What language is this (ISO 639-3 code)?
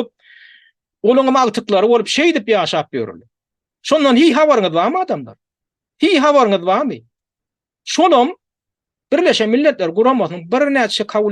tuk